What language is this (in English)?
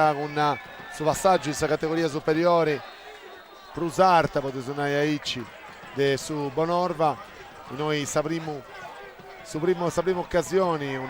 Sardinian